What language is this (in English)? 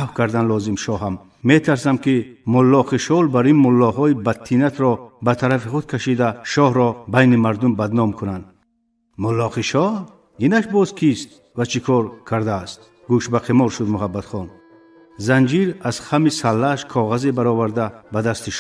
Tajik